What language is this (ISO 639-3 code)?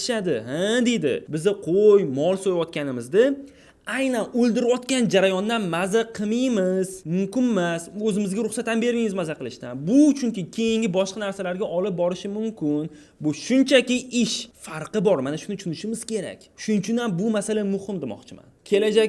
uzb